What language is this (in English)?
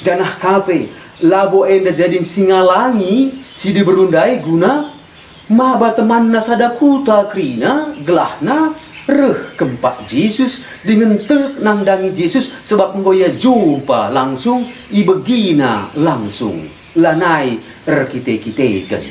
Batak Karo